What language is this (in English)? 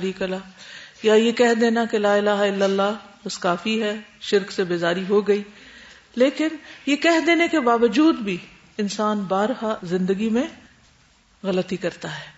Urdu